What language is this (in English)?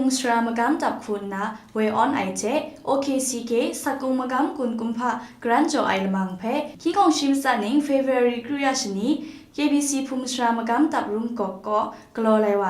Kachin